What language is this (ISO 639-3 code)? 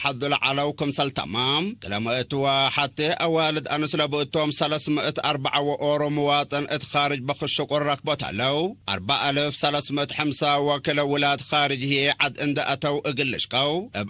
tig